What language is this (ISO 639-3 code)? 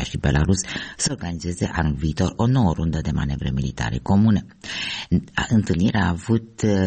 ron